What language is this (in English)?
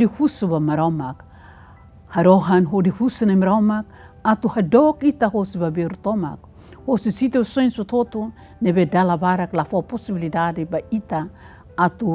Tetum